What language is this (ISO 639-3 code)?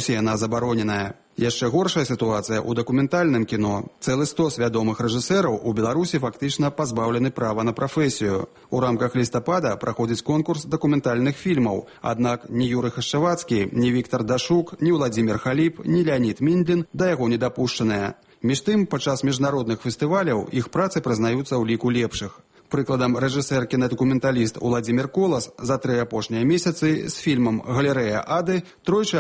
bel